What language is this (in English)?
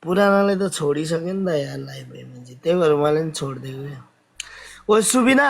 Nepali